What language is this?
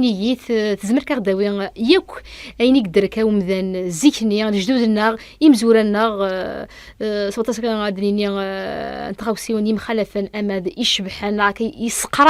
Kabyle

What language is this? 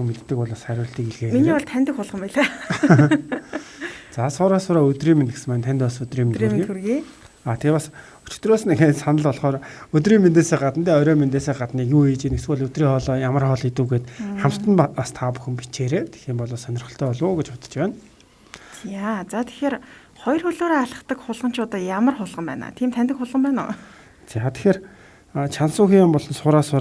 Mongolian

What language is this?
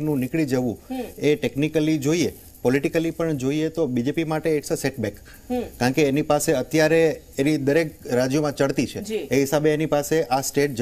Gujarati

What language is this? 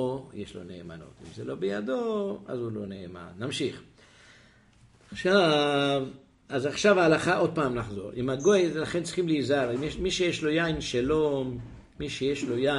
Hebrew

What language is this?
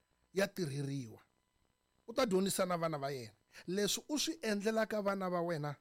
Tsonga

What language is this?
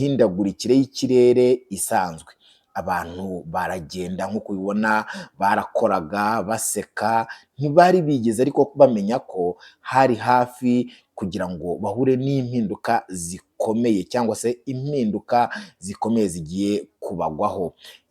Kinyarwanda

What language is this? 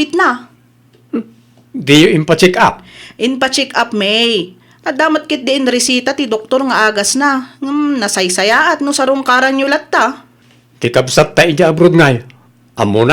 Iloko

